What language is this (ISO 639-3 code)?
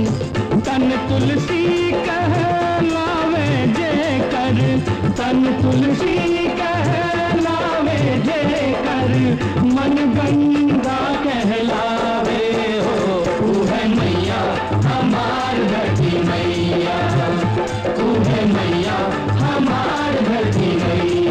bho